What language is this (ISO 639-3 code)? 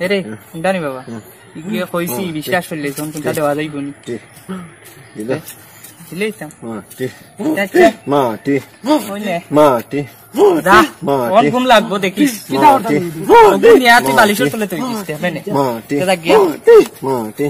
syl